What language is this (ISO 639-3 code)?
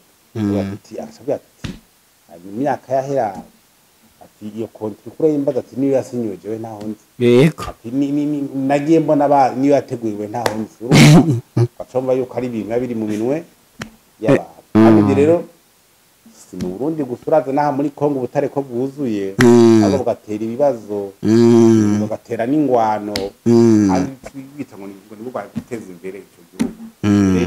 run